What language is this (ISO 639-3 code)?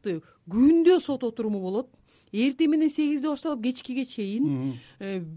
kir